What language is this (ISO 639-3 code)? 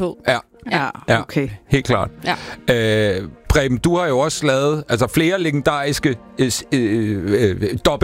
dan